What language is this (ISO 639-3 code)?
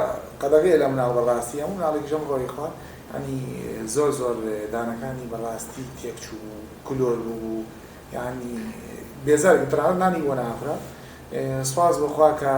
ckb